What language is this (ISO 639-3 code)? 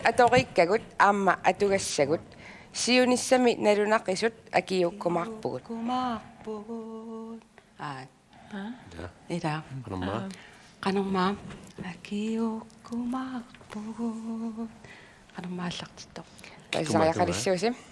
kal